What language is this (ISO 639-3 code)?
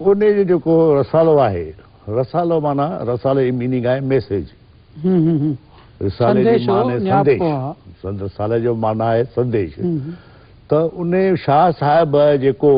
snd